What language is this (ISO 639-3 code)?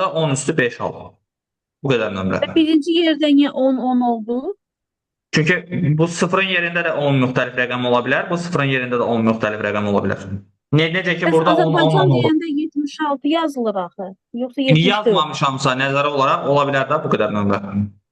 aze